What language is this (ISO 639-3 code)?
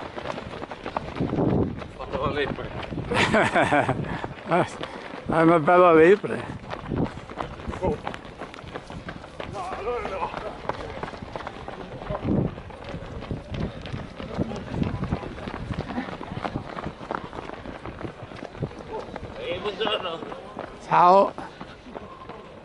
ita